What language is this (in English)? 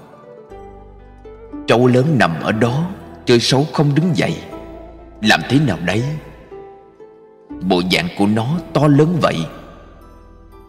Vietnamese